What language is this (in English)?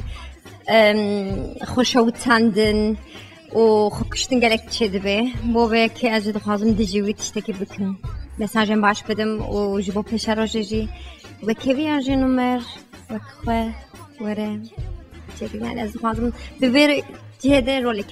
Kurdish